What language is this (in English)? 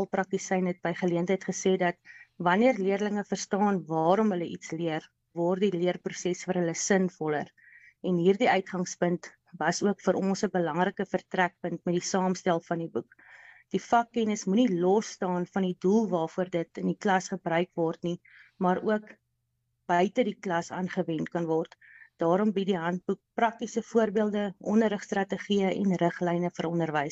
Afrikaans